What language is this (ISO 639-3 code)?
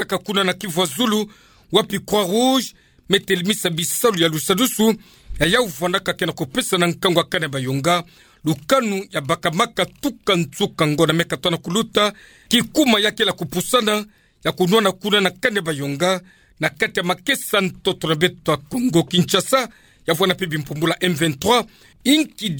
ktu